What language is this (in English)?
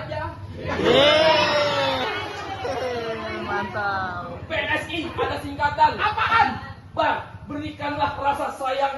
Betawi